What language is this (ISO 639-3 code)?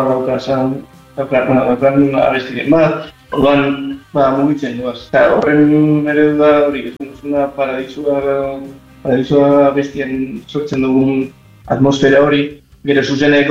eus